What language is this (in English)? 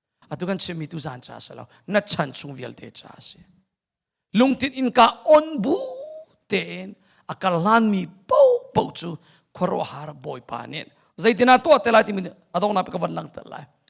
Hakha Chin